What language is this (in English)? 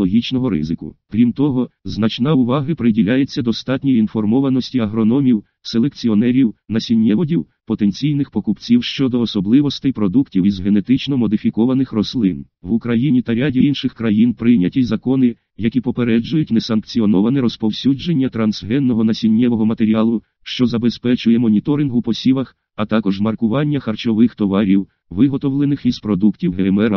Ukrainian